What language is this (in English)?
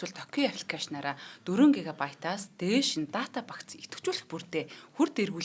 Mongolian